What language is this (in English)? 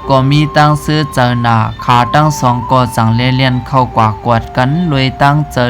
Shan